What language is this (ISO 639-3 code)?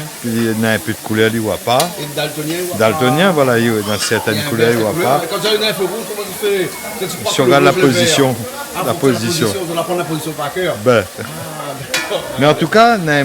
rcf